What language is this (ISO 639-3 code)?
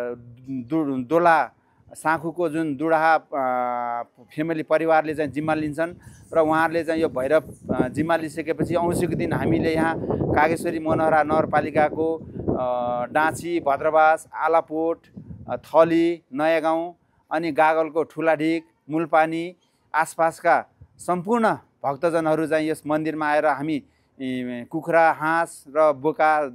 nep